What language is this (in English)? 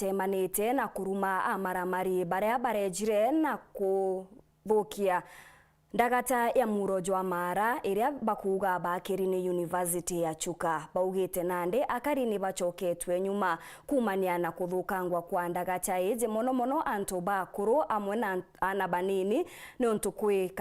Meru